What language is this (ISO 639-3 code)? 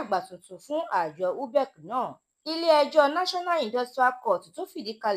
yor